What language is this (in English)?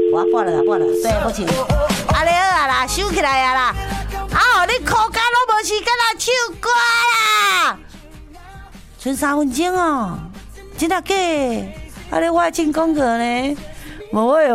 Min Nan Chinese